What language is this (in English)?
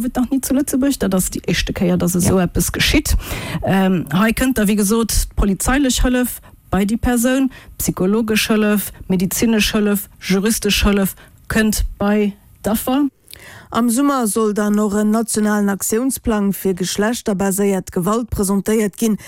Luxembourgish